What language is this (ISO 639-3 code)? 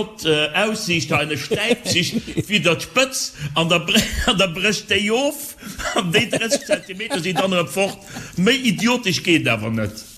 ltz